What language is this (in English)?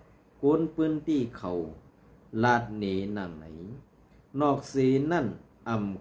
Shan